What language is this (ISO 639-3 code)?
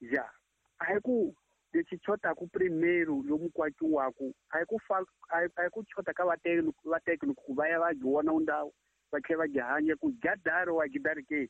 tso